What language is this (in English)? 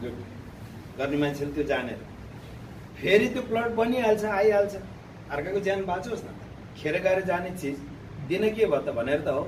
Nepali